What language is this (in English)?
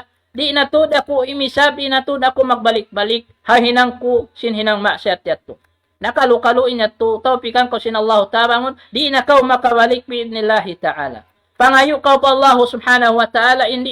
Tausug